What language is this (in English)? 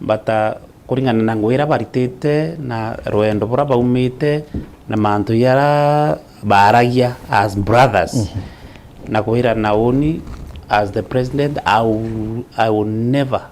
Meru